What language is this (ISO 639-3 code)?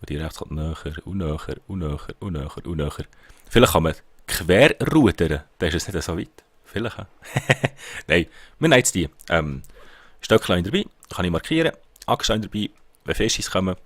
gsw